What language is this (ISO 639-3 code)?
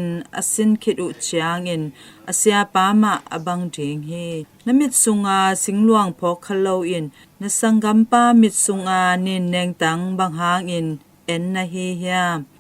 ctd